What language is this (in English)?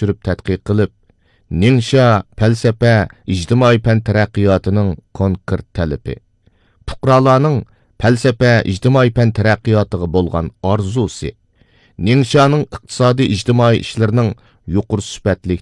Uyghur